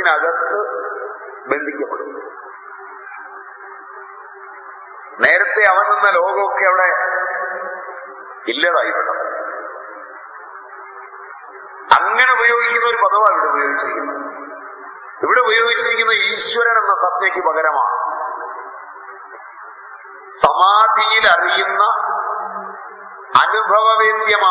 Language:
Malayalam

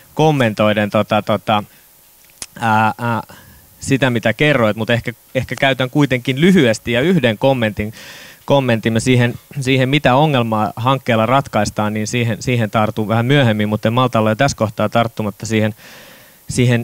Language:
Finnish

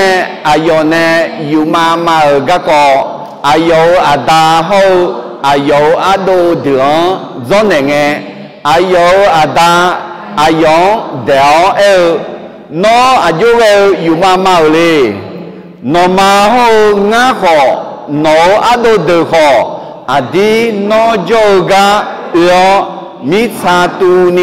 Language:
Akha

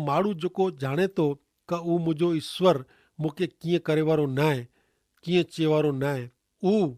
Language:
Kachhi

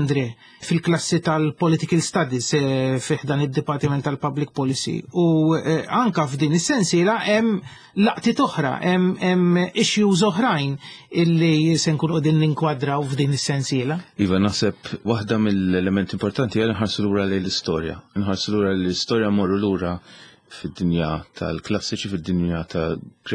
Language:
Maltese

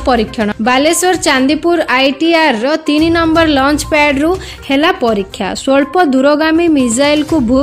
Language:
Odia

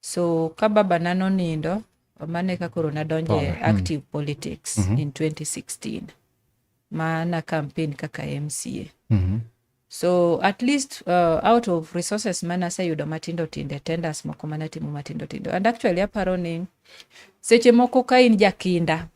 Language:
Luo (Kenya and Tanzania)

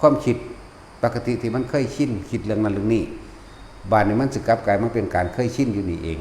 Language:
Lao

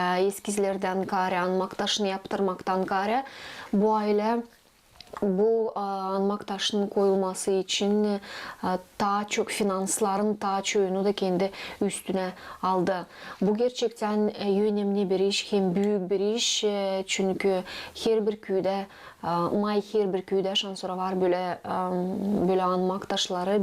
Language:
Gagauz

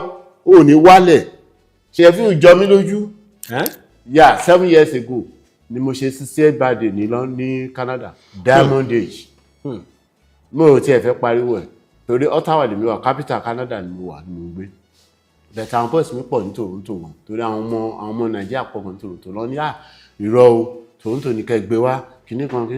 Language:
Yoruba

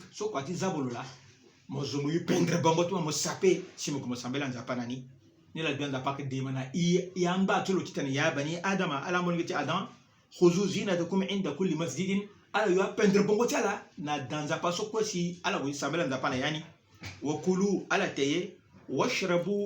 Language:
Sango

